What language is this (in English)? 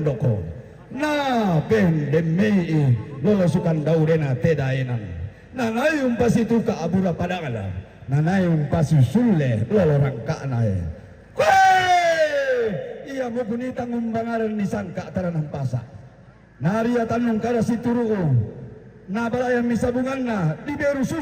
Toraja-Sa'dan